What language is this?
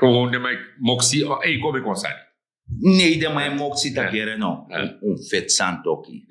Sranan Tongo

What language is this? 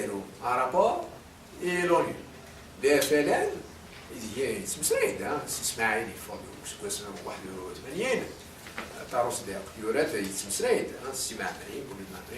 Kabyle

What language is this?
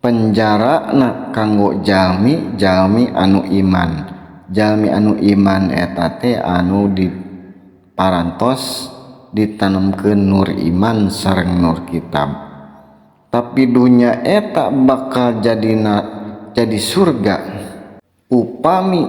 Sundanese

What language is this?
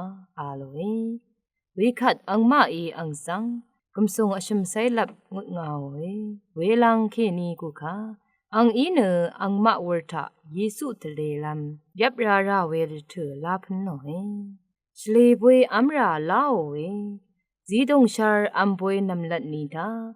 Rawang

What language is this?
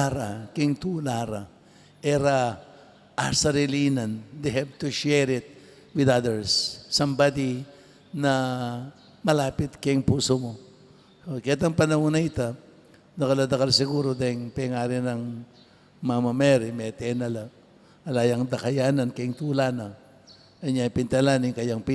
Pampanga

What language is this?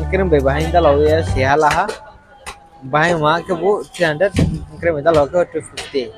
Riang (India)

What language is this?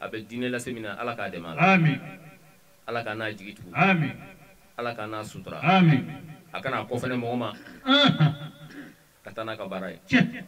Bambara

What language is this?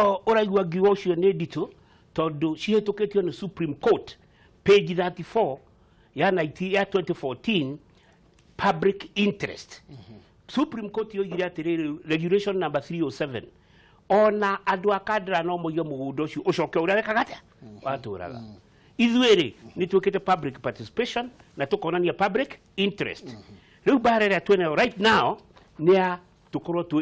Kikuyu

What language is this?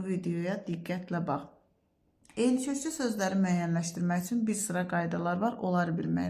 Azerbaijani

